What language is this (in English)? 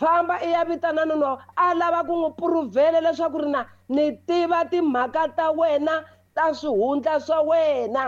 Tsonga